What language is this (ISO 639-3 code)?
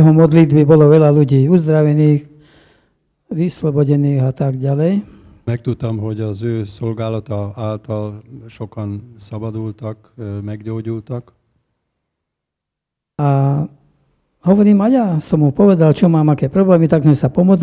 slk